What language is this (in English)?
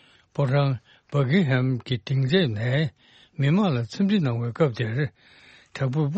Tibetan